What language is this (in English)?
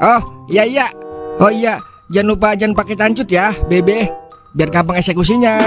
Betawi